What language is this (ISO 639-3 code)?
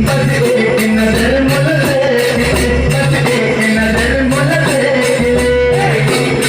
hne